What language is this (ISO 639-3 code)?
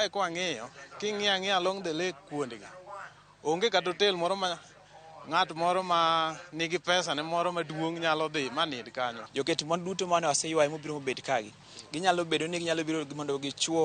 luo